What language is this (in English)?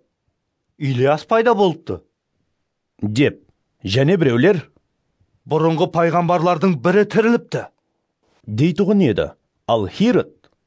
Kara-Kalpak